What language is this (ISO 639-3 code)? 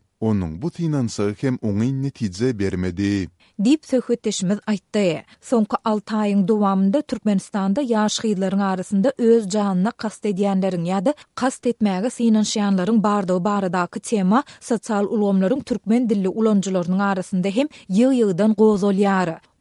tuk